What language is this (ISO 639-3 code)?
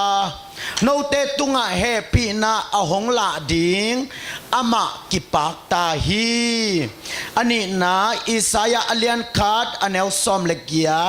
ctd